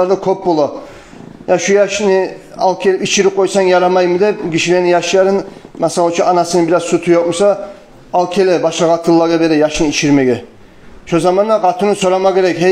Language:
Kumyk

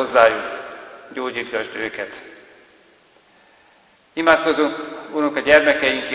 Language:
Hungarian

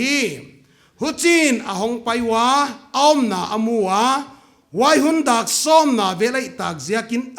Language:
Paite Chin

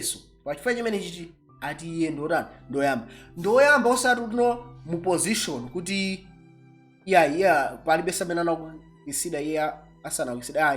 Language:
Nyanja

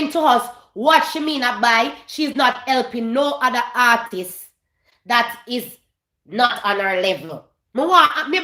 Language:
Jamaican Creole English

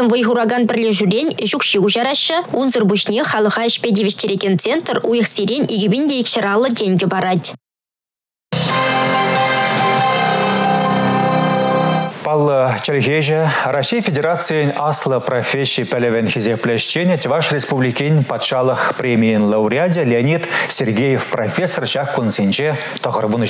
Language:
Chuvash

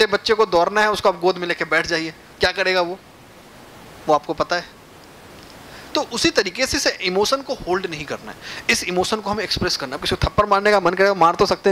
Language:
Hindi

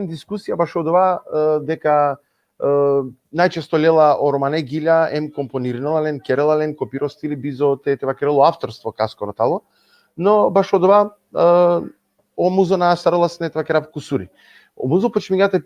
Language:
Balkan Romani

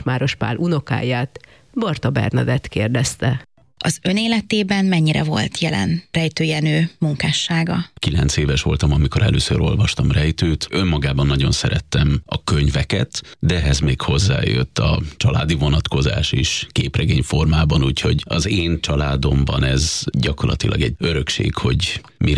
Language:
Hungarian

